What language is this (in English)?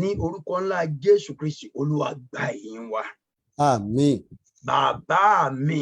Yoruba